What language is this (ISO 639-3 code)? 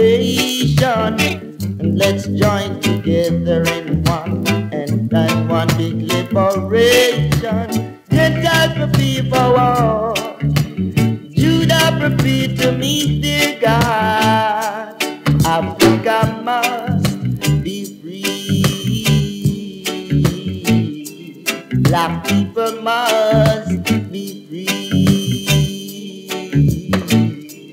eng